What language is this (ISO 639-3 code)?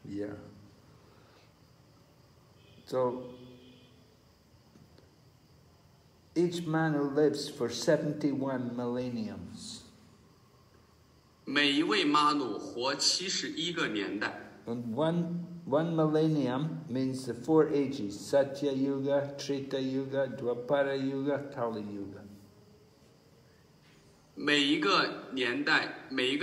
eng